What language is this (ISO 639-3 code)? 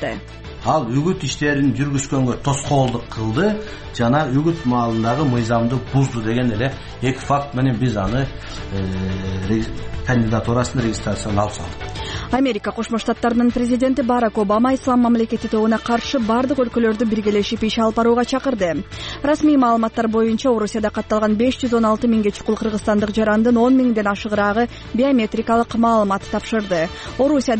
kir